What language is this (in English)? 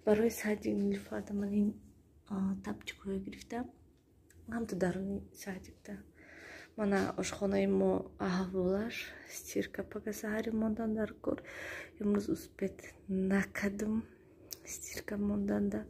Tajik